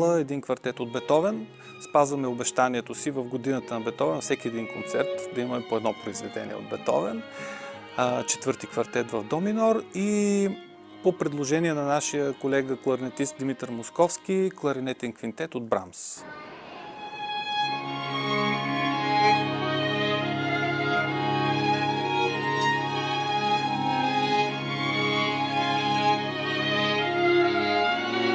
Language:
Bulgarian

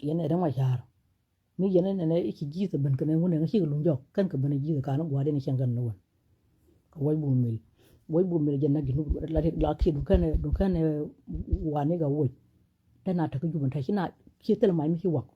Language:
Nuer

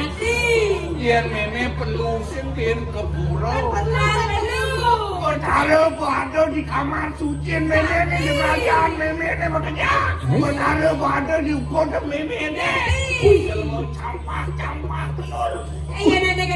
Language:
Balinese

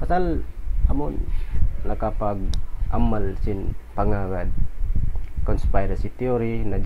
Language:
Tausug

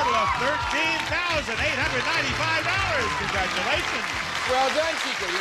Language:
English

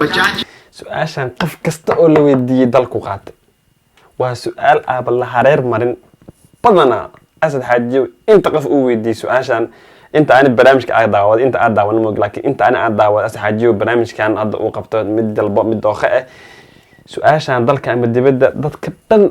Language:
Somali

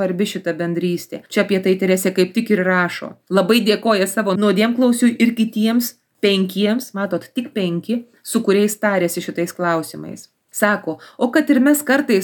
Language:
Lithuanian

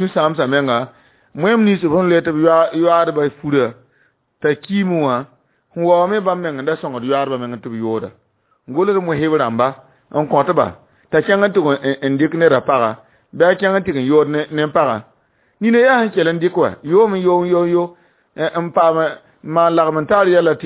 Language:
Mossi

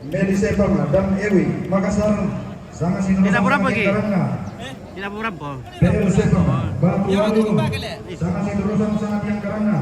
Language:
Toraja-Sa'dan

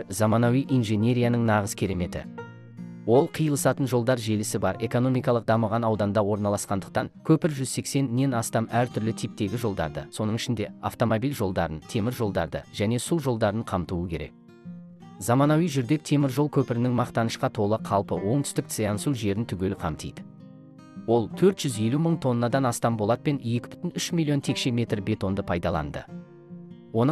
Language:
Kazakh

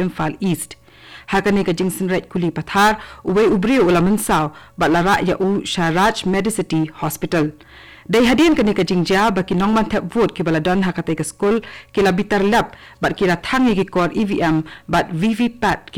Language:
Khasi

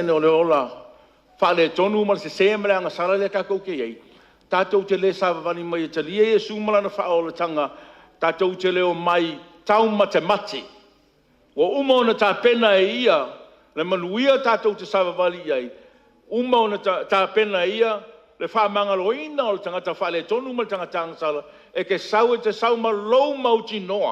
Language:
Samoan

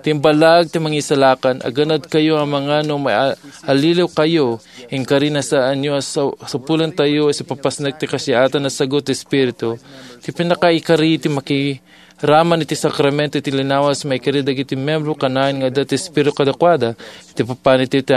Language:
Iloko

